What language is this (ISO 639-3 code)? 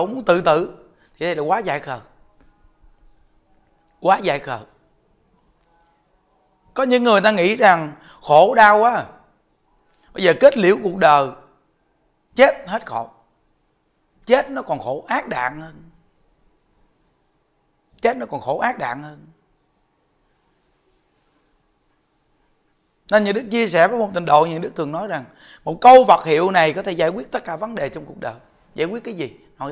vie